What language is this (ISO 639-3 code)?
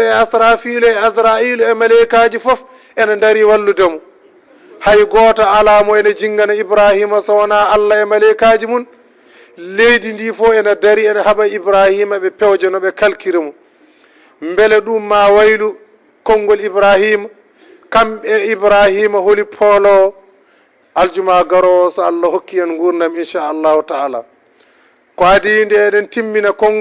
ful